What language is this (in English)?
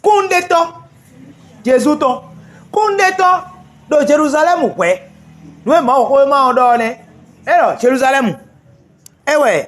Fon